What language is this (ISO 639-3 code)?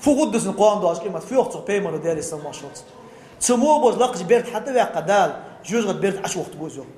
inh